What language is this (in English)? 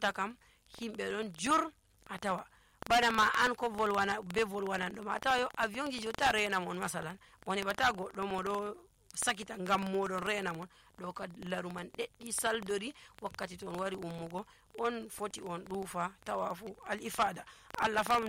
Nigerian Fulfulde